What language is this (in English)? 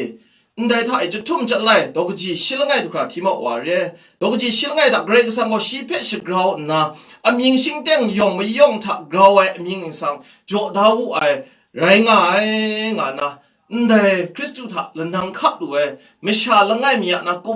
Kachin